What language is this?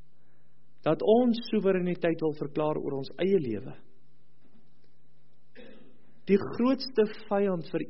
Afrikaans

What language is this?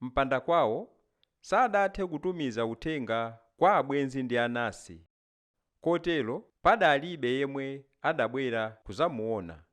Nyanja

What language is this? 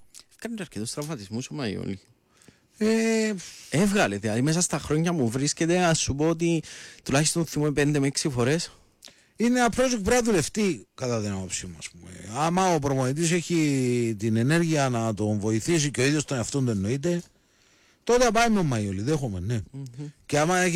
Greek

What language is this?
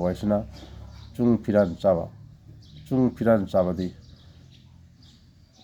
Manipuri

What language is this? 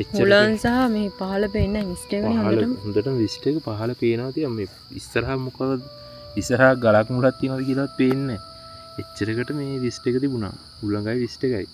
Sinhala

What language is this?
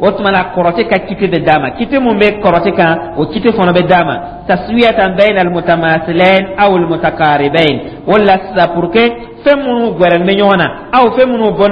Dyula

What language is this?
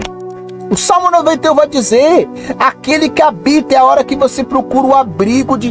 Portuguese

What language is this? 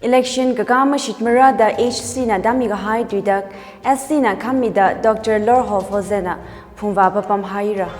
Tangkhul Naga (India)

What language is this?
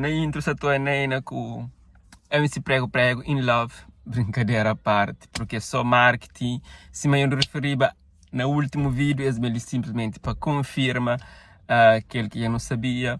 Kabuverdianu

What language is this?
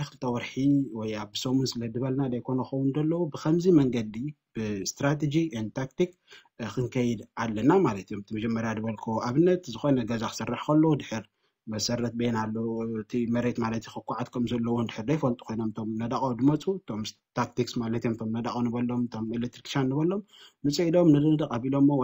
Tigrinya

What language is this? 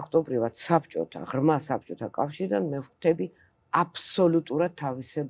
Georgian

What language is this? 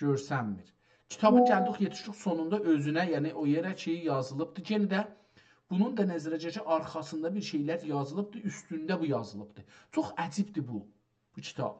South Azerbaijani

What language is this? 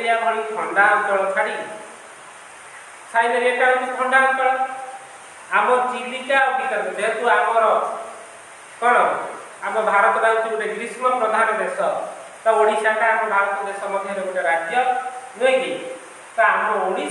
Odia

